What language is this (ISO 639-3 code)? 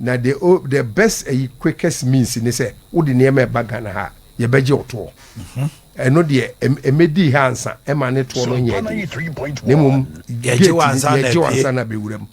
aka